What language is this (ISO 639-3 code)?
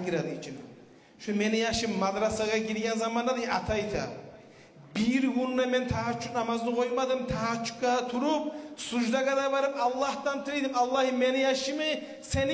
kum